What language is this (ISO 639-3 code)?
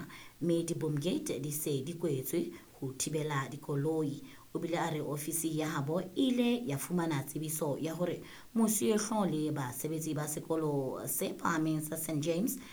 sot